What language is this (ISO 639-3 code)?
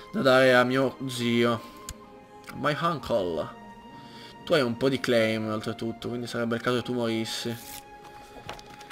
ita